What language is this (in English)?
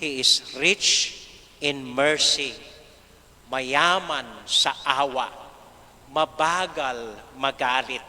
Pampanga